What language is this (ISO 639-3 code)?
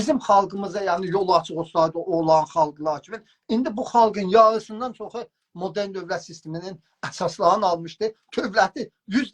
azb